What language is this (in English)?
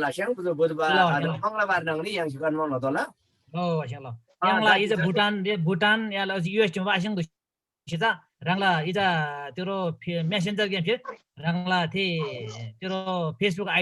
Eastern Tamang